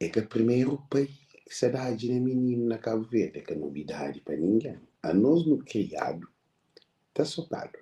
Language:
Kabuverdianu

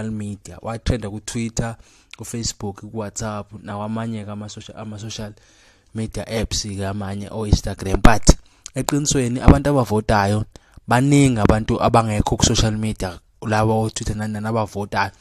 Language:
Zulu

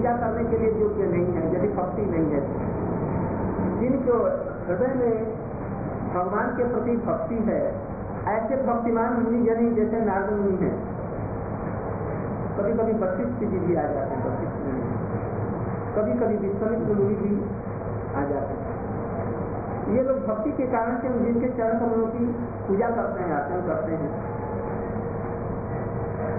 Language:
Hindi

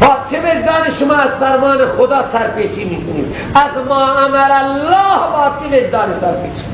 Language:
Persian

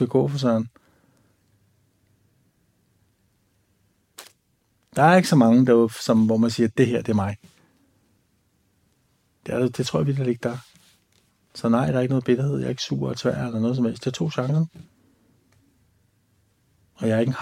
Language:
Danish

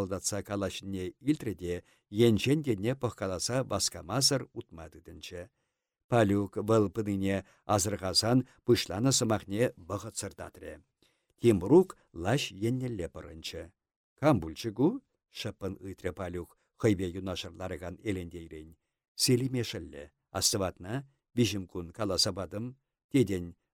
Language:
Chuvash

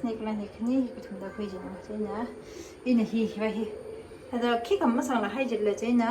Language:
Tangkhul Naga (India)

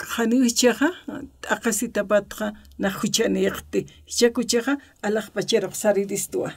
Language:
Aymara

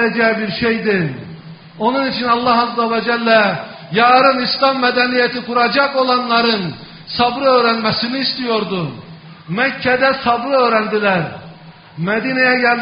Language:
Turkish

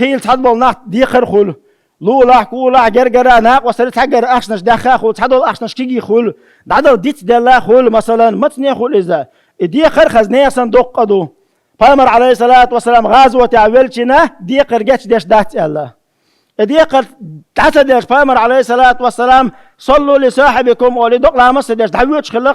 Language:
Chechen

